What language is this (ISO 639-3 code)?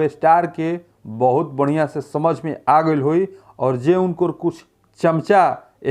bho